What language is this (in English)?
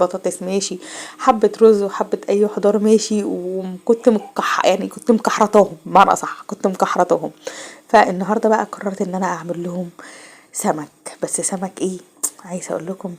Egyptian Arabic